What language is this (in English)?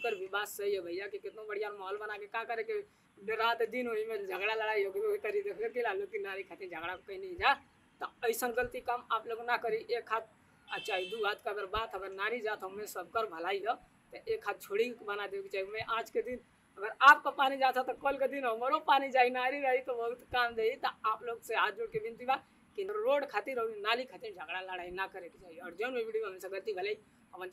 Bhojpuri